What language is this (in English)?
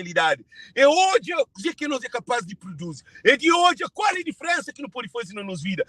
Kabuverdianu